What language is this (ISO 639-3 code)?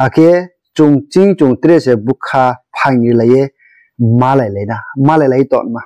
ria